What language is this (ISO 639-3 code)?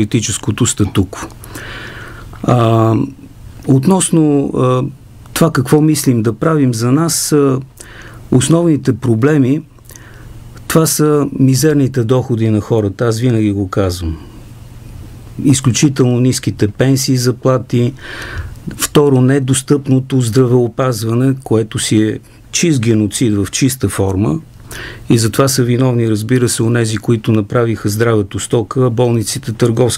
bul